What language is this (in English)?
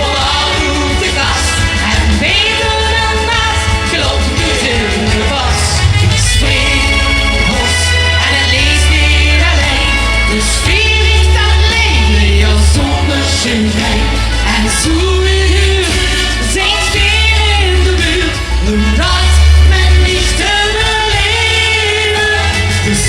Limburgish